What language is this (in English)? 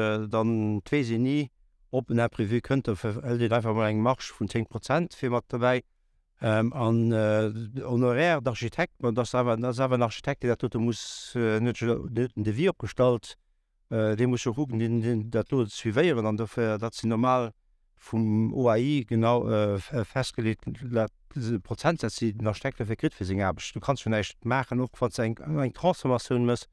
Luxembourgish